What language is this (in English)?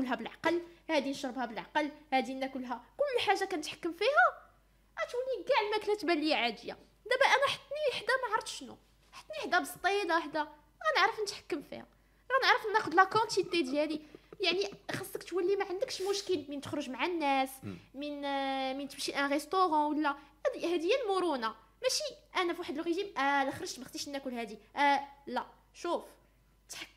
Moroccan Arabic